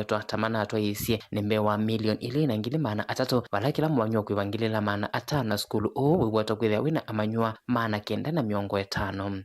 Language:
Kamba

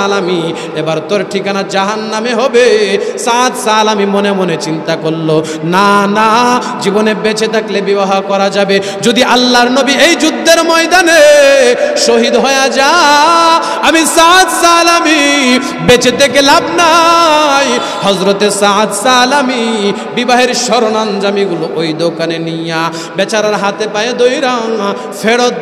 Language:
Bangla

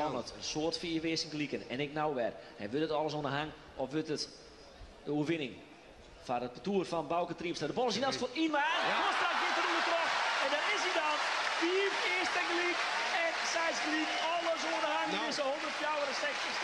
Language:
Western Frisian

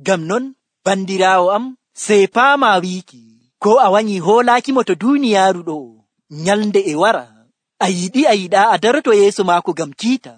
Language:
Nigerian Fulfulde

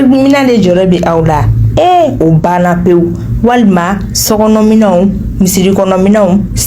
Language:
Bambara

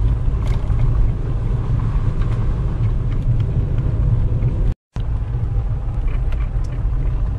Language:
Italian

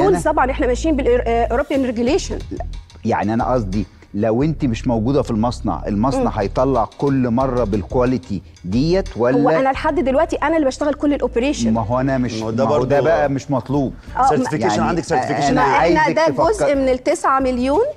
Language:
Egyptian Arabic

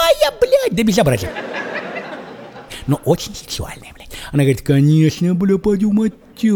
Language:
Russian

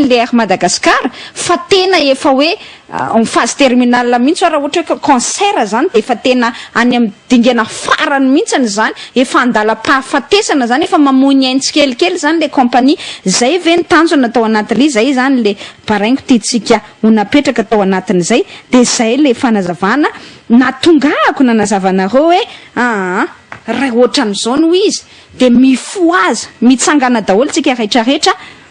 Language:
Malagasy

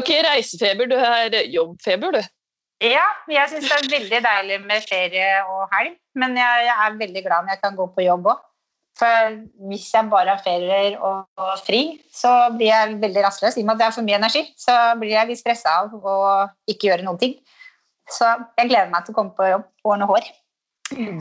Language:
Norwegian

